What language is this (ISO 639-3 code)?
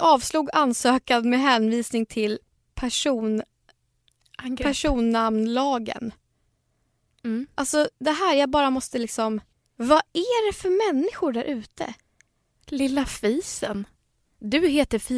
swe